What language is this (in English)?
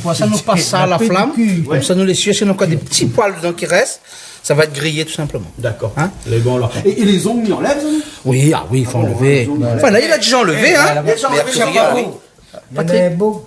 Réunion Creole French